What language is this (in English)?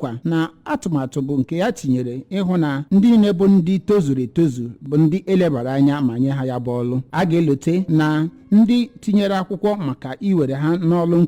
Igbo